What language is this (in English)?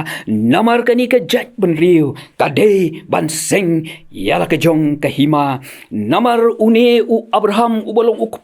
Khasi